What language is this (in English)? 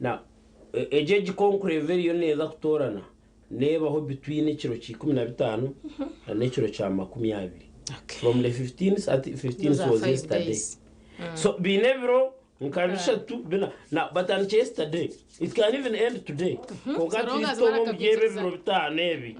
Nyankole